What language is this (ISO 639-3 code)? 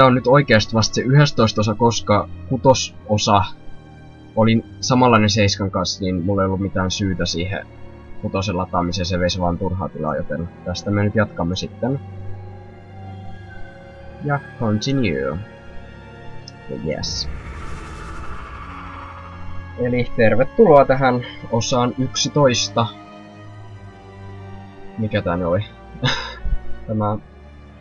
fin